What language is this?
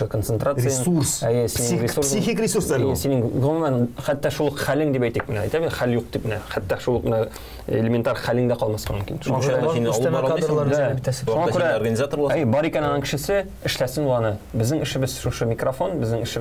Tatar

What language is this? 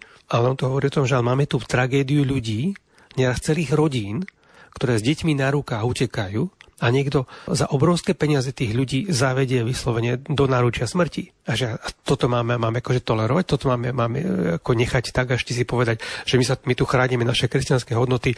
Slovak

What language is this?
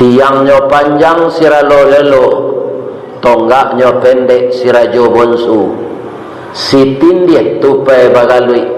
Minangkabau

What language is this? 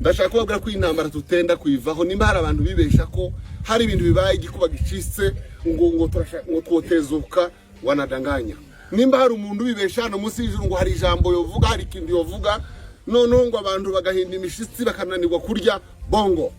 Rundi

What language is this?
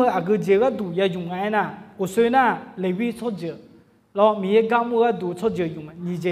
Akha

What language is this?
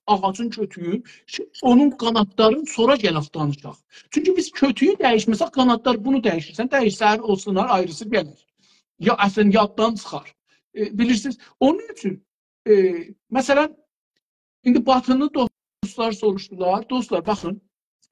South Azerbaijani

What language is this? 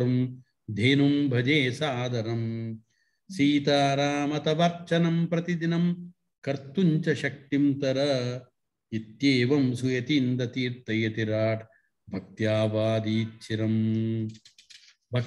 Sanskrit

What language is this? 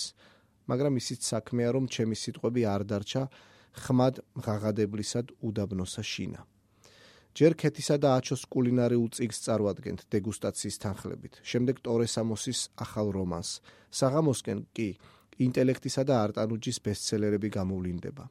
Georgian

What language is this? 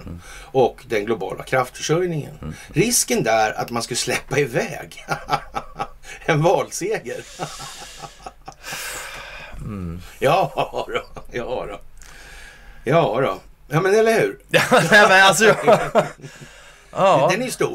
Swedish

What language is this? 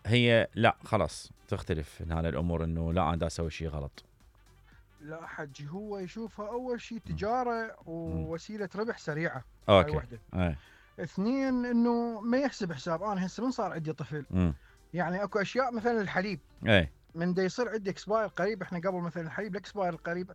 Mesopotamian Arabic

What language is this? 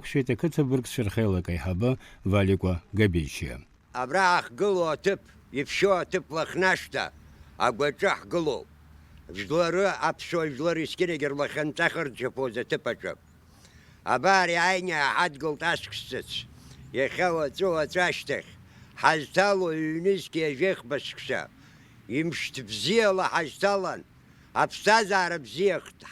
Abkhazian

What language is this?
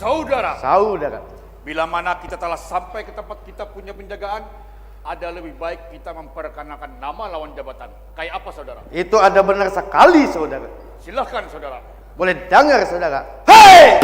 Banjar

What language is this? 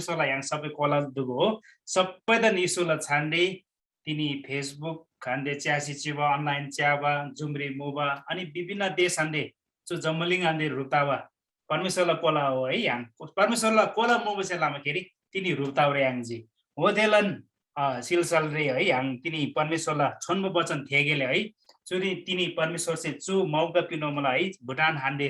Eastern Tamang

